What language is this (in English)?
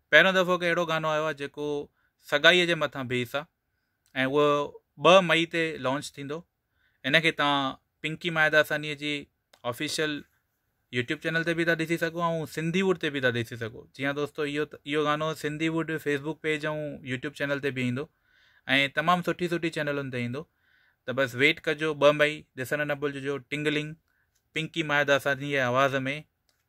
Sindhi